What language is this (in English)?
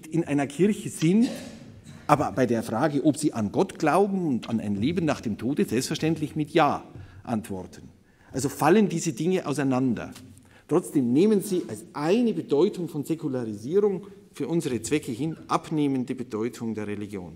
German